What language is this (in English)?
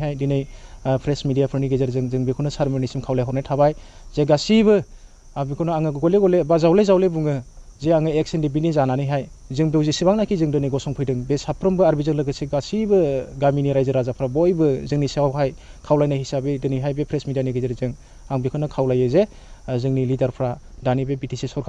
Bodo